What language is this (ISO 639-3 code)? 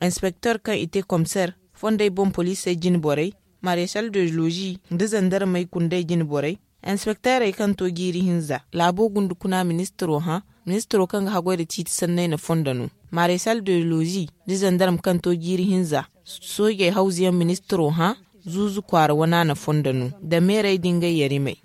dje